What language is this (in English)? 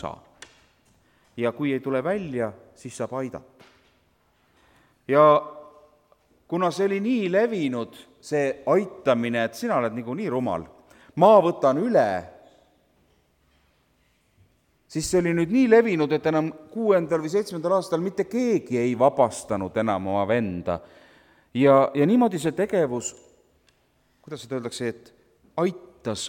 Estonian